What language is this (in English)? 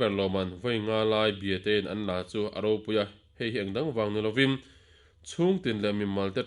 Mizo